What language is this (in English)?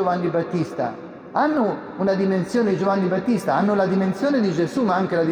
Italian